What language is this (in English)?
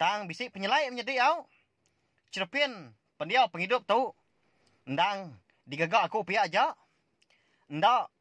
Iban